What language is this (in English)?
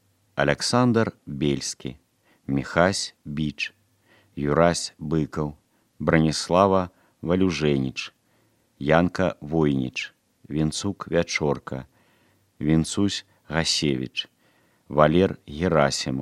Belarusian